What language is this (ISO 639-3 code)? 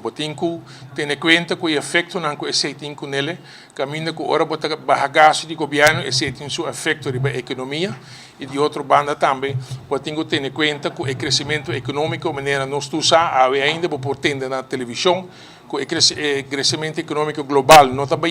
pap